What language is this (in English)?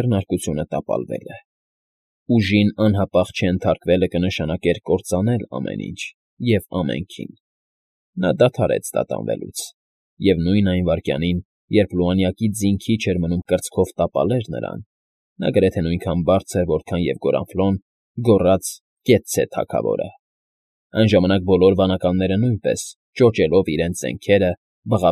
Armenian